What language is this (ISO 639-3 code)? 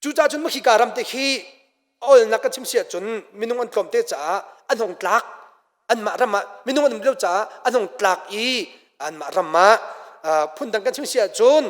cnh